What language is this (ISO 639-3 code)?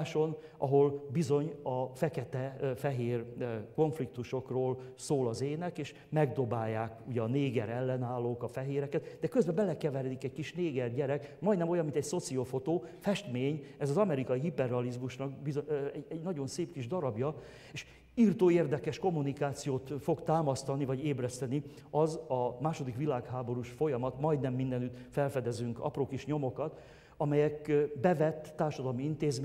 hun